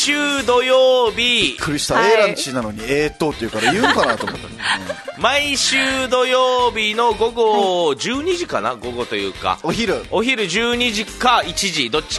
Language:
Japanese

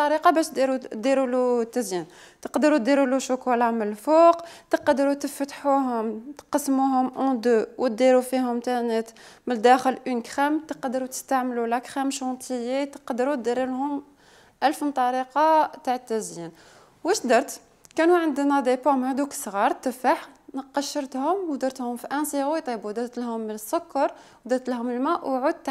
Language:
Algerian Arabic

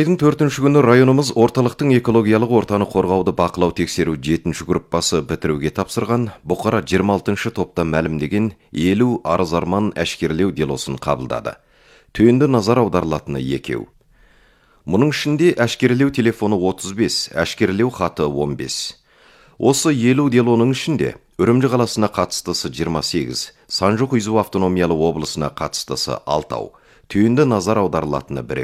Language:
Kazakh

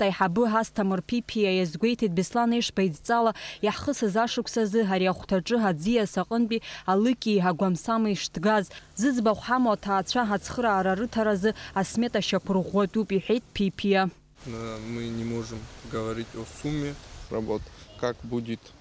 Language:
Abkhazian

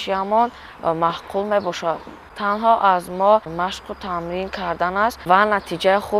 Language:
Tajik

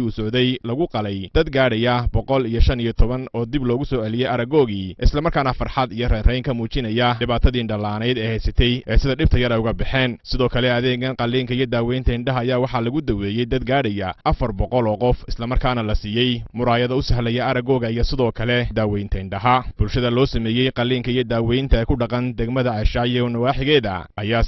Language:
Somali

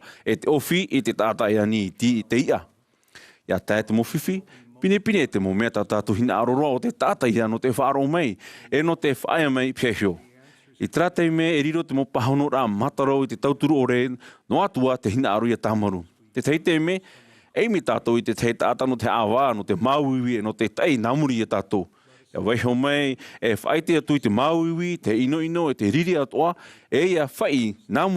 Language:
Tahitian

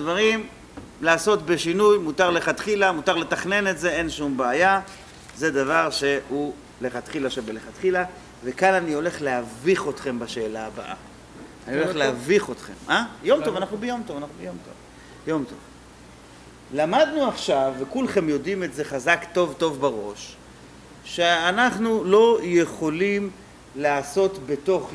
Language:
Hebrew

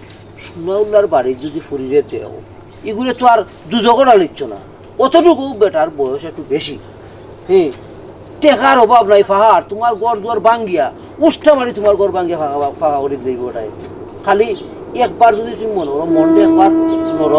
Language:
Sylheti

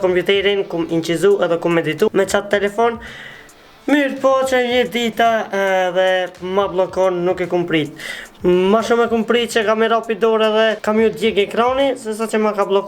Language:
Albanian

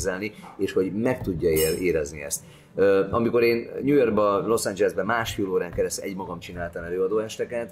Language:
Hungarian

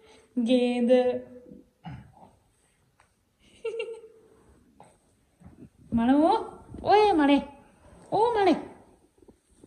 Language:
Punjabi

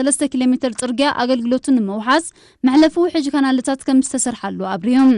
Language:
Tigrinya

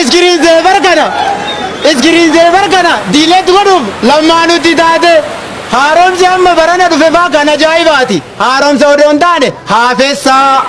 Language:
Oromo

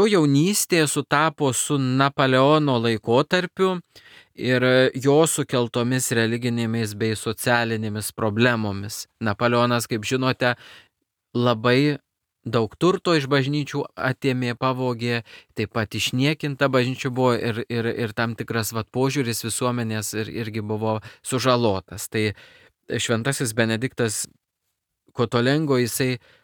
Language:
Lithuanian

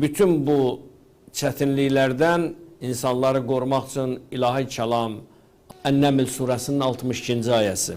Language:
Azerbaijani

